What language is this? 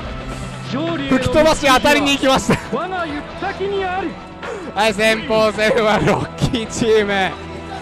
Japanese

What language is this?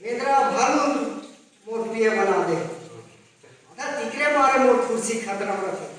Chhattisgarhi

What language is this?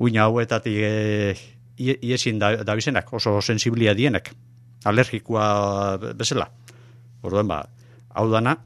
Basque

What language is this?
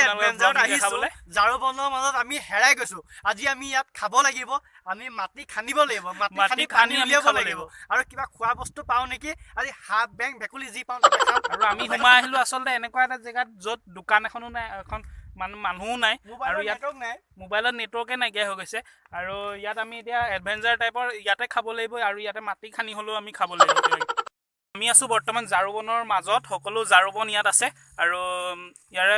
Assamese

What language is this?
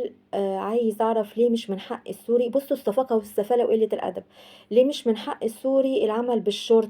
Egyptian Arabic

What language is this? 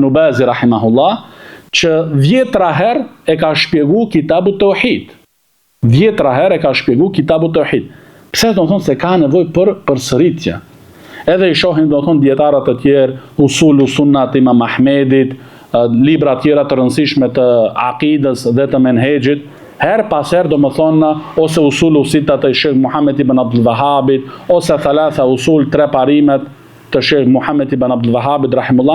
Albanian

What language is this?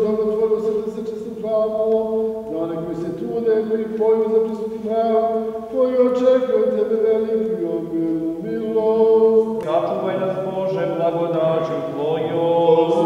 Serbian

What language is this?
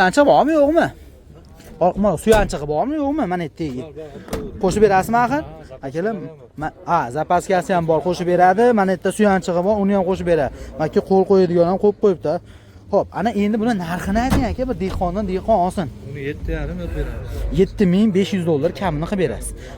Uzbek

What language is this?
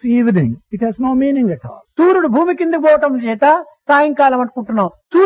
Telugu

